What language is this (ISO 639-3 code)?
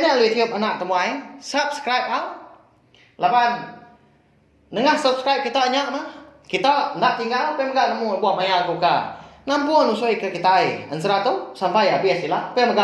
iba